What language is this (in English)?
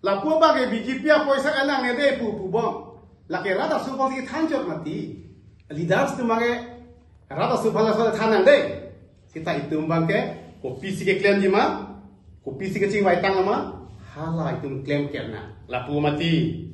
Karbi